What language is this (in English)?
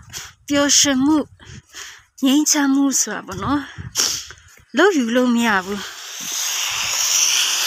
Burmese